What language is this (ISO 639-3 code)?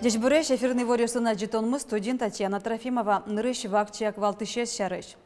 udm